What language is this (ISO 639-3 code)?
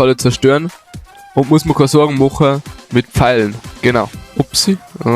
bar